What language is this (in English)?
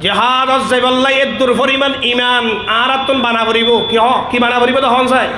Rohingya